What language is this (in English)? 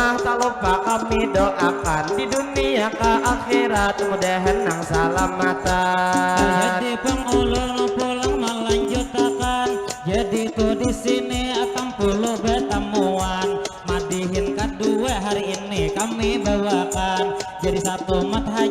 Banjar